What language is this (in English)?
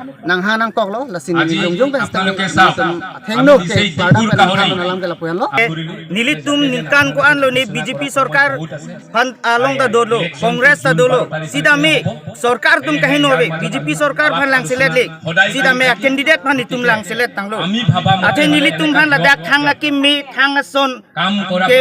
Karbi